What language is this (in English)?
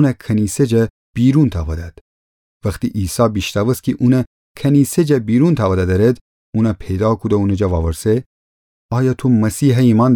Gilaki